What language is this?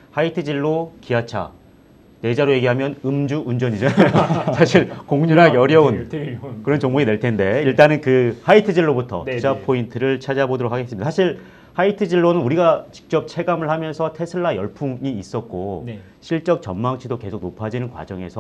Korean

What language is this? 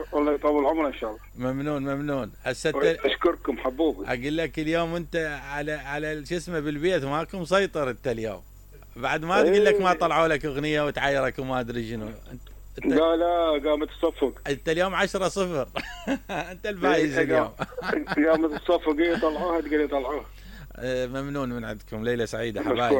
Mesopotamian Arabic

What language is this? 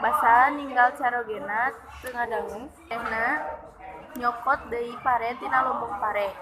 Sundanese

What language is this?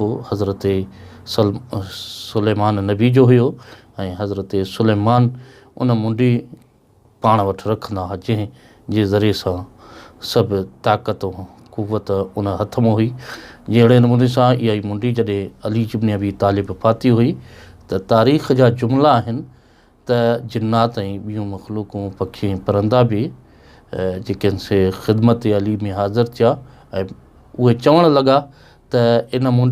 Sindhi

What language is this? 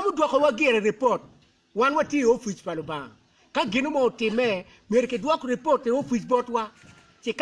Acoli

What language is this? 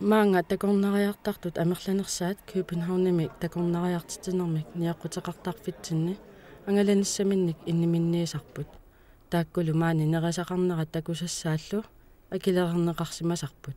Kalaallisut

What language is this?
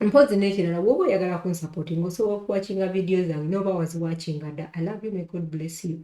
Ganda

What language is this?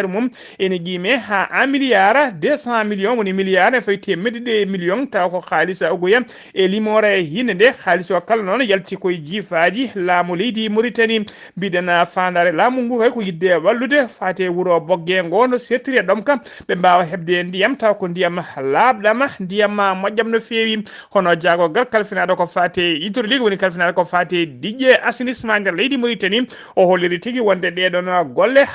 Fula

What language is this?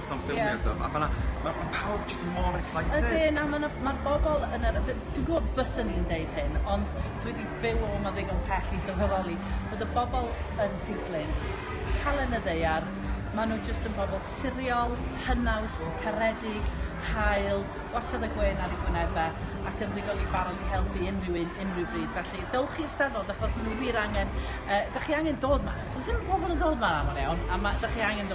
Welsh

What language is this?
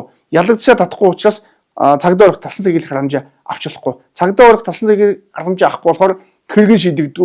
Mongolian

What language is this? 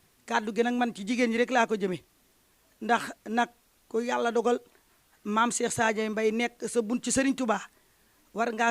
Wolof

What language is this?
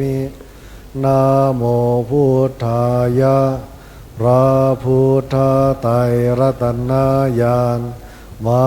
Pali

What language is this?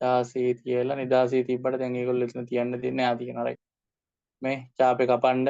Sinhala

